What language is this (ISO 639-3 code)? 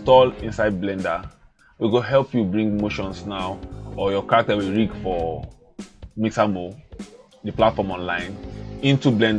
pcm